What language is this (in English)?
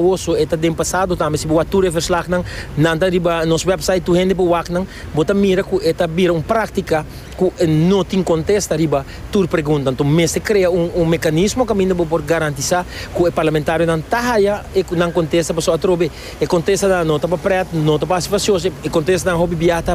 Papiamento